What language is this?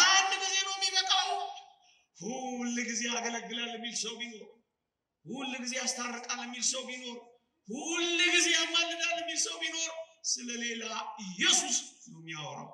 Amharic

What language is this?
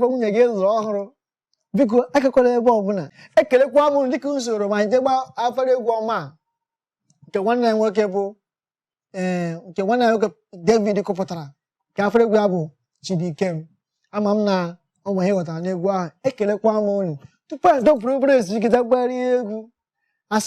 Igbo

